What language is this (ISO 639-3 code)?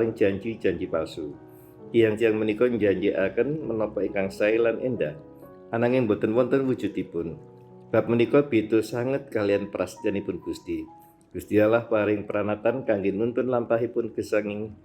jav